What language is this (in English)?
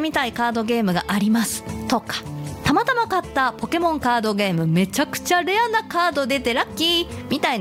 Japanese